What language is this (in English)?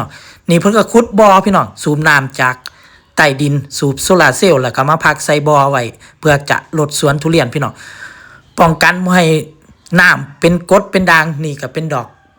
Northeastern Thai